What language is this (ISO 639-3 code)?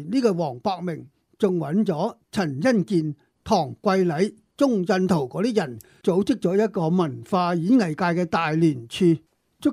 yue